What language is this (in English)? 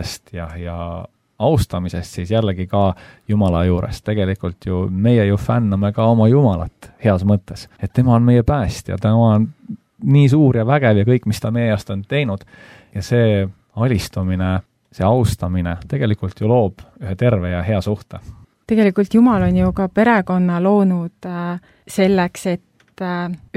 Estonian